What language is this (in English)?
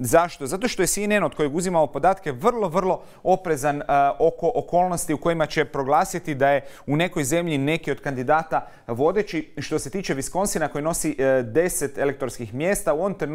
Croatian